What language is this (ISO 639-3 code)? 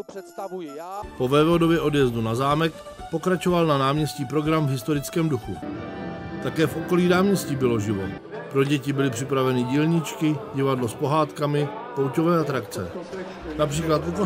ces